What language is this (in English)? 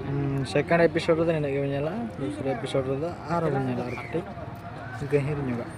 Santali